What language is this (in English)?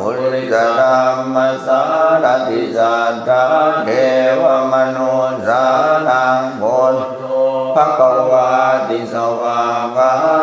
Pali